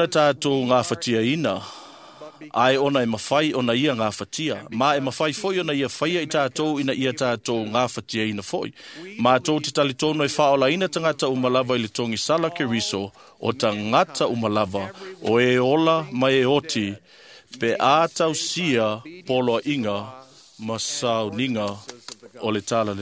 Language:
Samoan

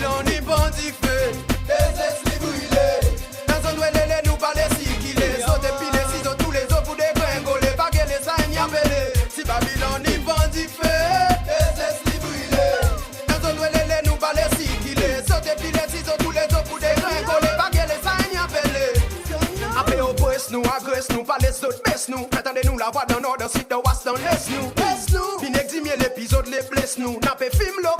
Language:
Seselwa Creole French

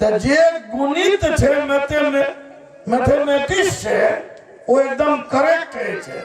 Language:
Maithili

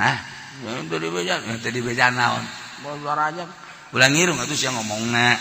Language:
Sundanese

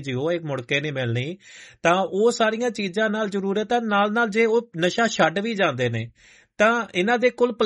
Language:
Punjabi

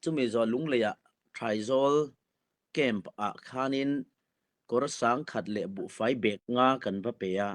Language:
Hakha Chin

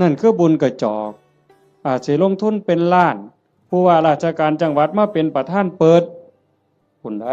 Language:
Northeastern Thai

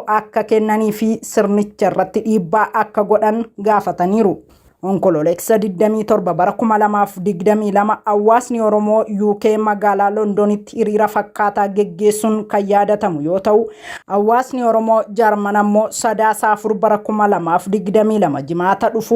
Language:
Oromo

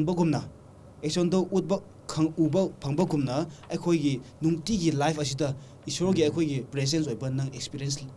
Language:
Manipuri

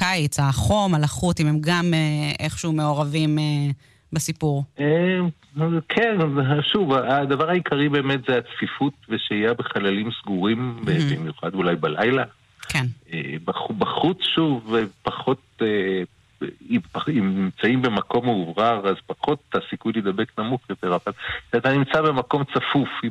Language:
Hebrew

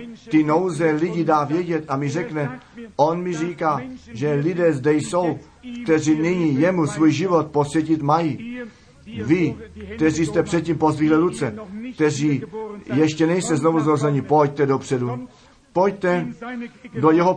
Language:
Czech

